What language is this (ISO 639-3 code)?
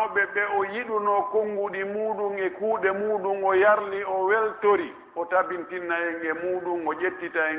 fuf